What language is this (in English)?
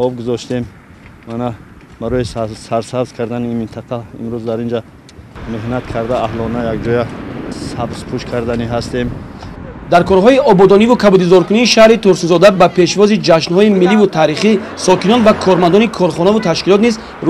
Tajik